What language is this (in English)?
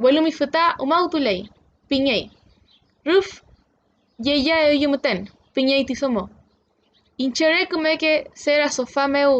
Mapuche